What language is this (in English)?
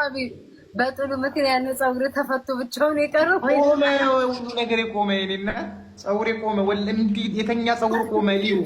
Amharic